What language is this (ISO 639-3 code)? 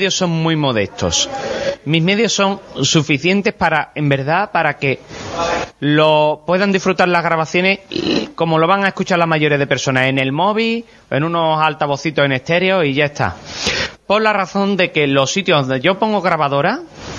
spa